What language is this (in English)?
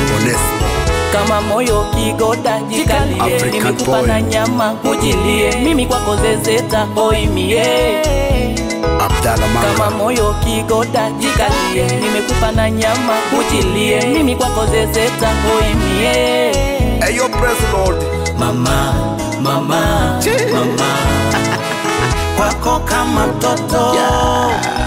Swahili